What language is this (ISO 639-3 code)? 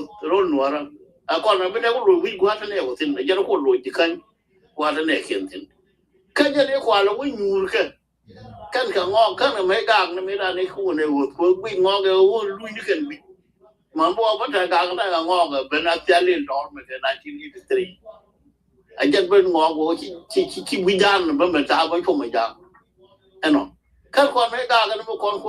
nus